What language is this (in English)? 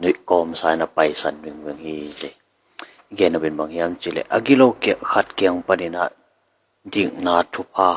Tedim Chin